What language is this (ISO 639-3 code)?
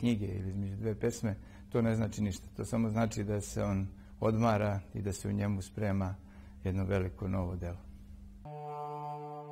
srp